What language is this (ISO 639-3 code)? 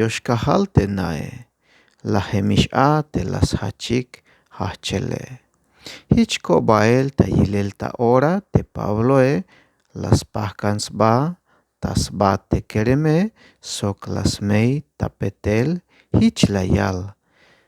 tzh